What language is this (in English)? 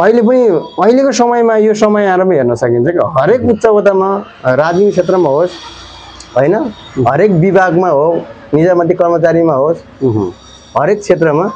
Nepali